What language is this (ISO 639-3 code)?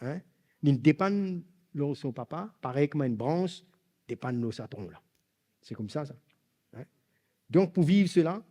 mfe